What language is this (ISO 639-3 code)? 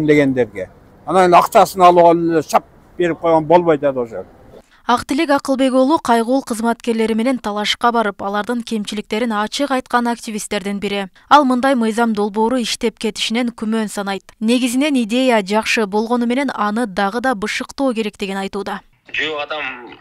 kir